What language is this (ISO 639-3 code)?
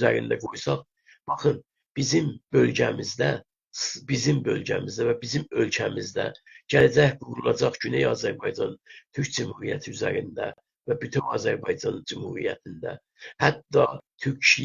azb